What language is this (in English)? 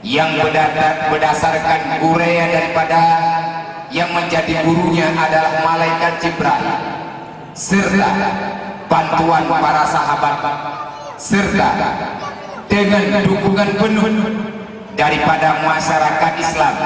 Achinese